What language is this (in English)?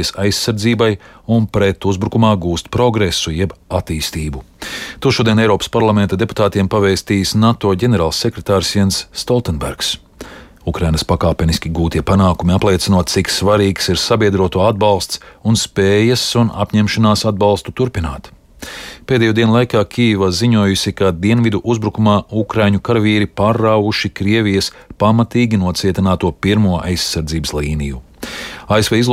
Latvian